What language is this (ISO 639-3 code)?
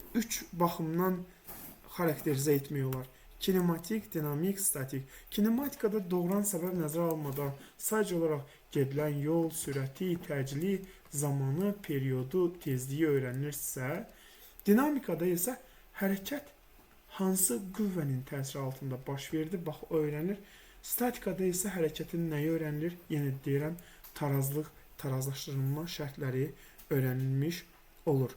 aze